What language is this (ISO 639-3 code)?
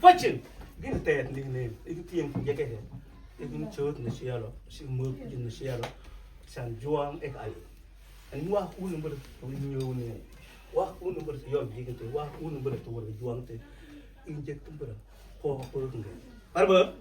mfz